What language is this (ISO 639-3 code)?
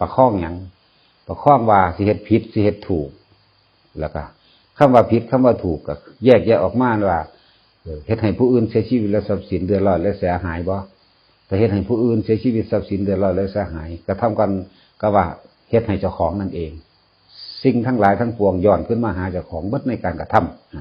tts